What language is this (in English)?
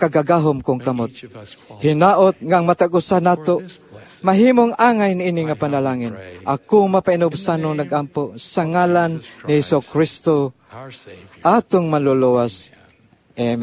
Cebuano